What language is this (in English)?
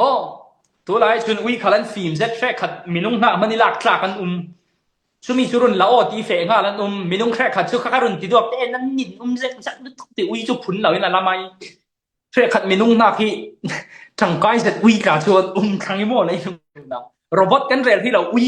Falam Chin